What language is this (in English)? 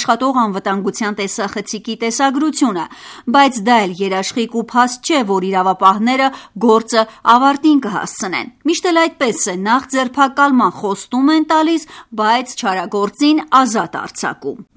Armenian